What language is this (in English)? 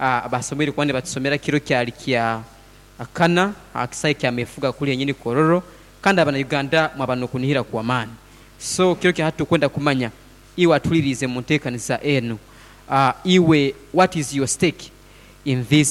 Nyoro